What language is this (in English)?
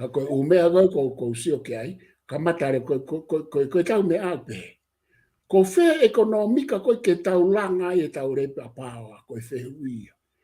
Tongan